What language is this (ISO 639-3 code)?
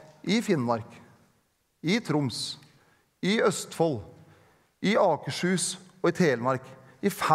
nor